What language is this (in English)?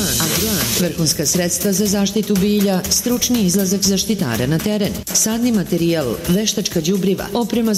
Serbian